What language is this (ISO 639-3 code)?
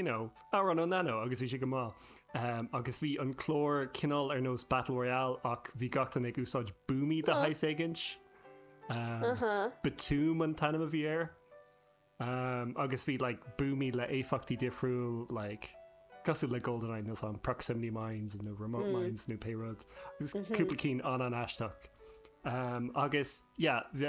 gle